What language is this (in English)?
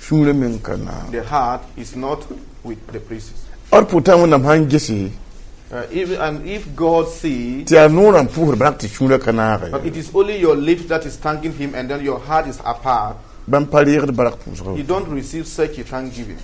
Mossi